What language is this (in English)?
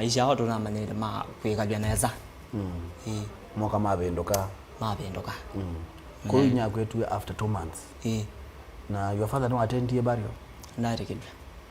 Kamba